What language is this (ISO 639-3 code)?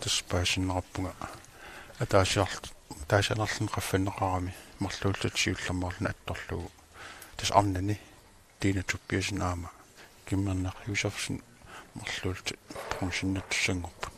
kal